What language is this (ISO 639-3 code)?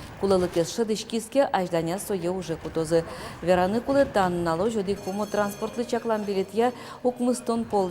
udm